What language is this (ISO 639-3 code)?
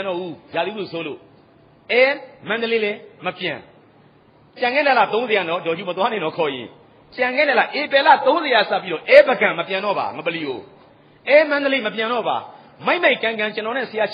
mya